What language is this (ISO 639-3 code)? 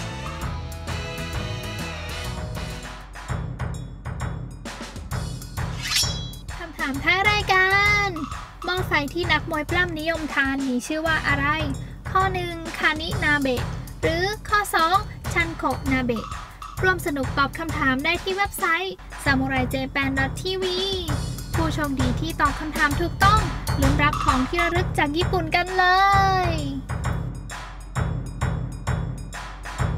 tha